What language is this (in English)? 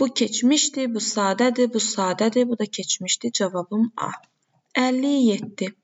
Azerbaijani